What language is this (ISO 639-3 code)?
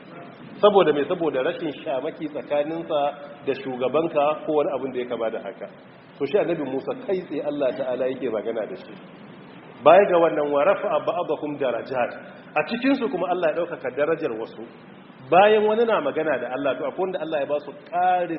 hau